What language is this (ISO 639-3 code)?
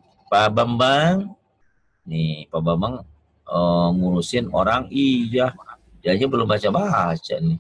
ind